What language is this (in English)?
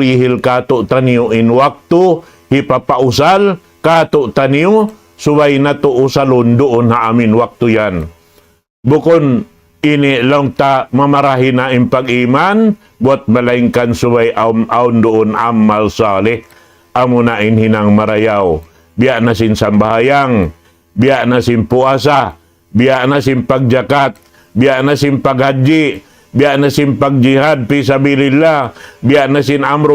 Tausug